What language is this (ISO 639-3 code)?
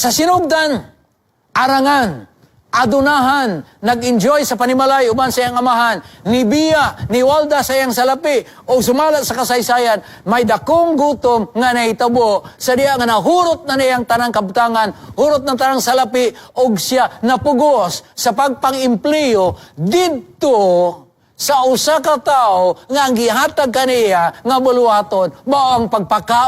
ceb